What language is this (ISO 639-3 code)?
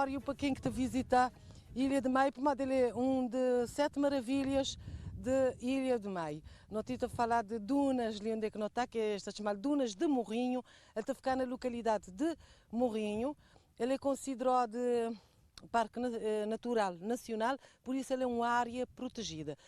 kea